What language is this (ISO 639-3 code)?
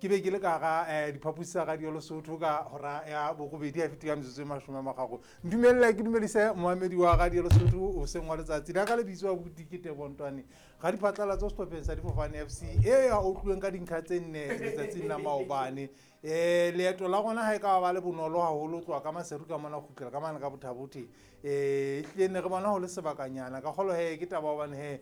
sot